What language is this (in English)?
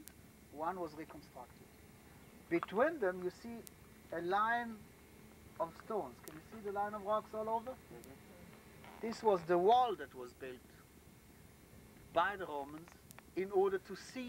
English